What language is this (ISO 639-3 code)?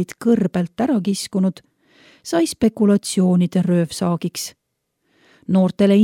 est